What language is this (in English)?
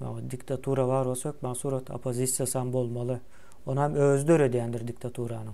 Turkmen